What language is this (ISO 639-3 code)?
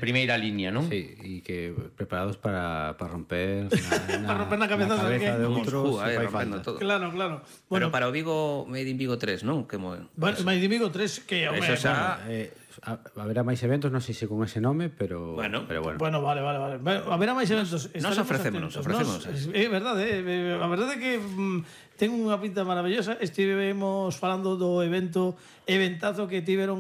glg